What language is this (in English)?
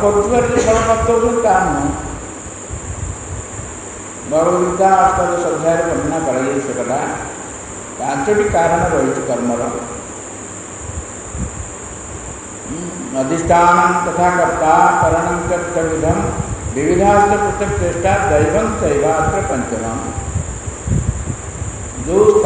Odia